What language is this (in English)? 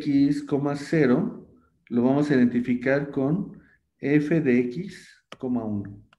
Spanish